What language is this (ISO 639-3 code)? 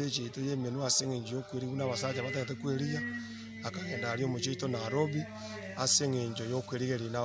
guz